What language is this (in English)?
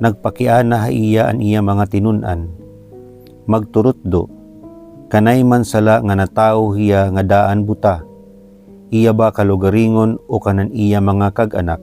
Waray